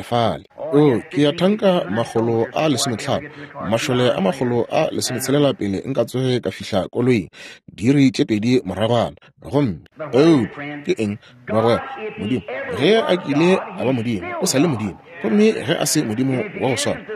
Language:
Northern Sotho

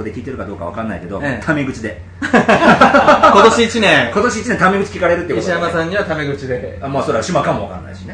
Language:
Japanese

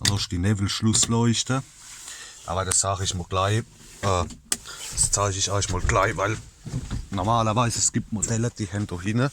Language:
Palatine German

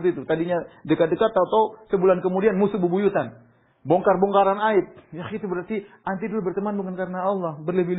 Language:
Indonesian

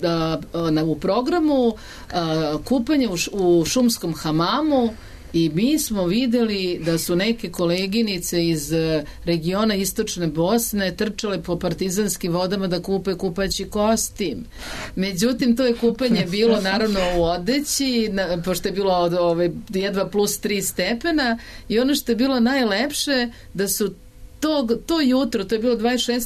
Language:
Serbian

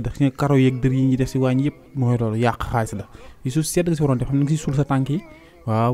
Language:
Wolof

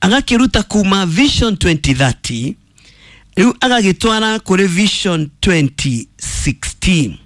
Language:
Kikuyu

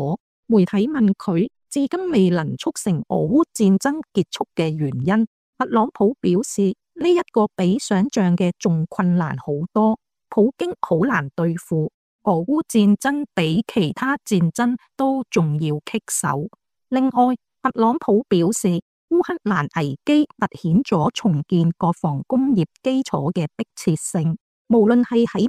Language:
Cantonese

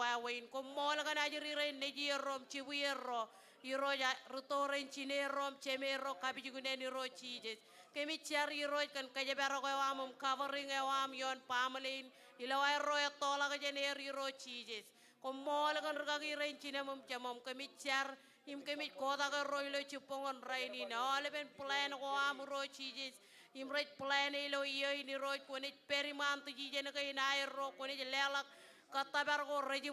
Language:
Marshallese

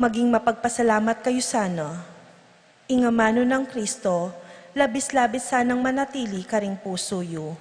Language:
Pampanga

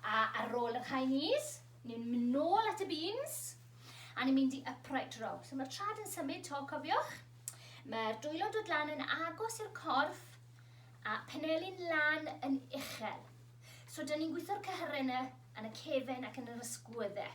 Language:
Welsh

